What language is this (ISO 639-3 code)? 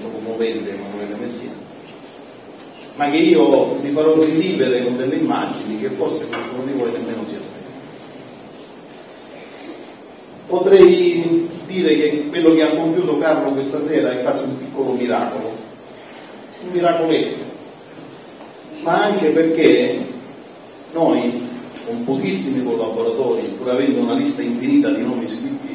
ita